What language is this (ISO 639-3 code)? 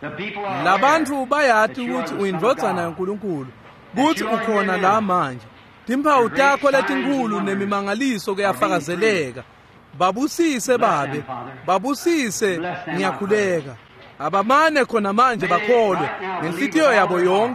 ssw